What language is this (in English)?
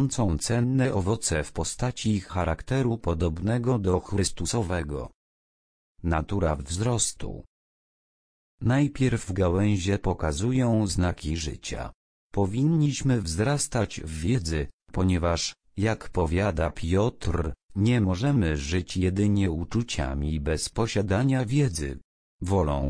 Polish